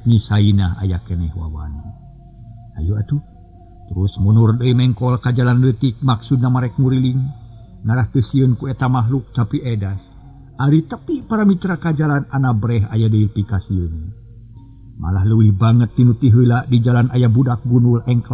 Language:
Sundanese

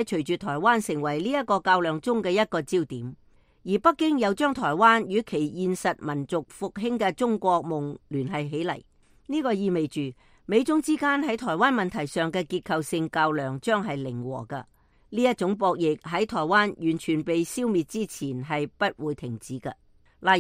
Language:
Cantonese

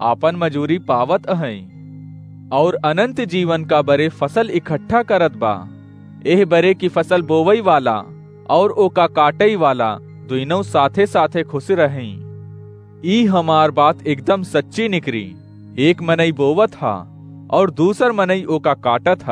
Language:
Awadhi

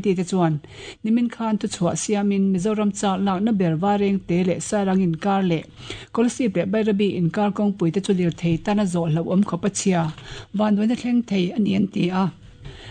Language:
Mizo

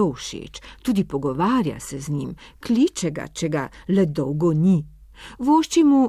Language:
Slovenian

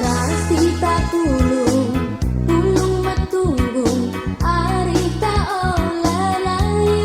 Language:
Batak Karo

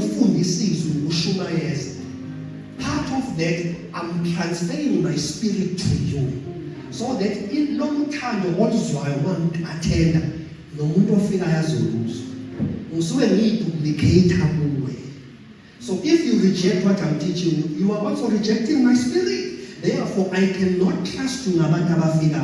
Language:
Zulu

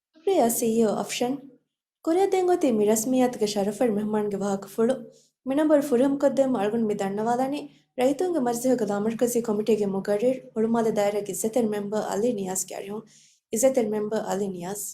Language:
Divehi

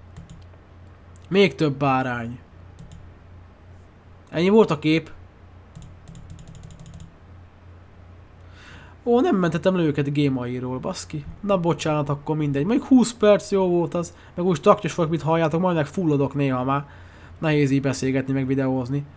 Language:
Hungarian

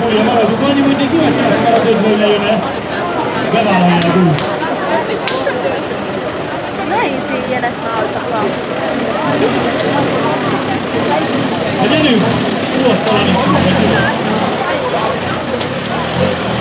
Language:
Hungarian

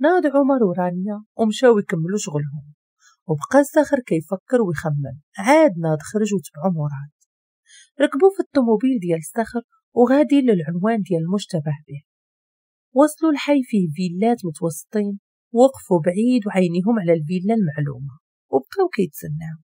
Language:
Moroccan Arabic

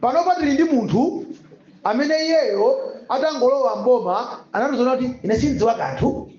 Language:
Nyanja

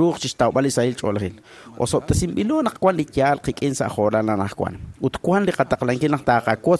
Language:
Kekchí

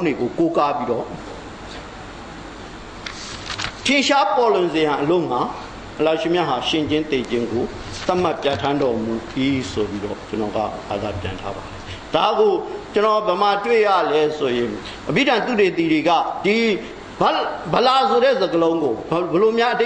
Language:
Burmese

